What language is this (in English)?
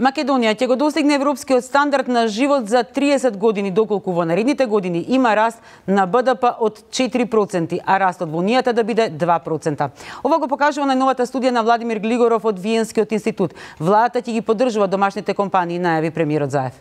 Macedonian